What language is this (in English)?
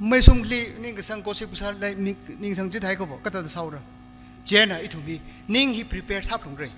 Tangkhul Naga (India)